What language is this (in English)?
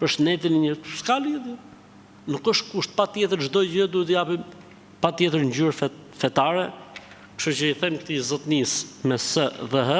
Albanian